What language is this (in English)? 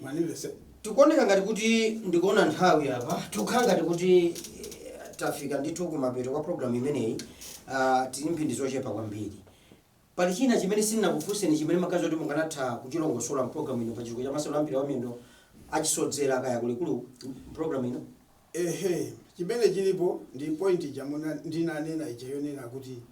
Nyanja